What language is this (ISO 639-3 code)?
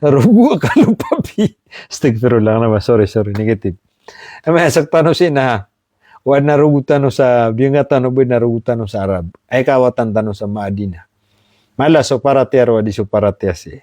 mrw